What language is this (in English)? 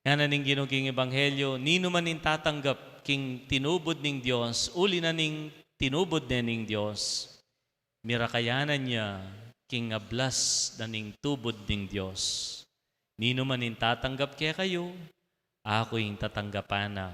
Pampanga